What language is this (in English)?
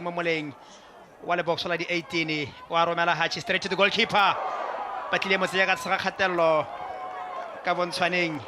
Tswana